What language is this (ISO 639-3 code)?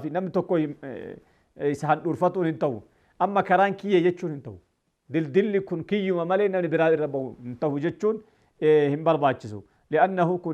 orm